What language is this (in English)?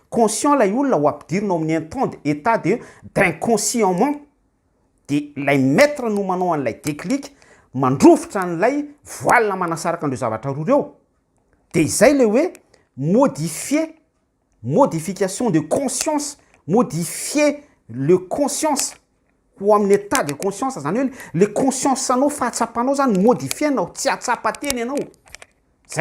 Malagasy